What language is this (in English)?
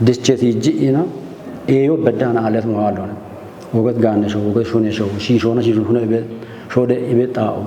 Kafa